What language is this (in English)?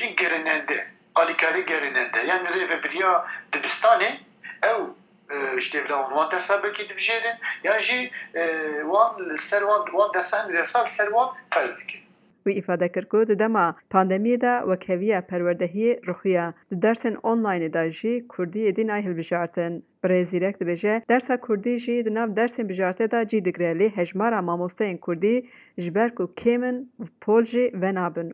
Kurdish